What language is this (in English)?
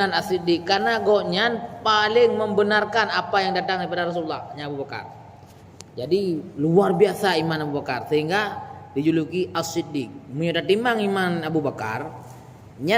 Achinese